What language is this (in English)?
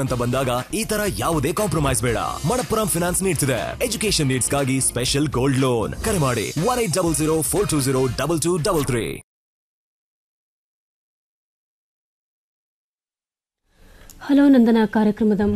Kannada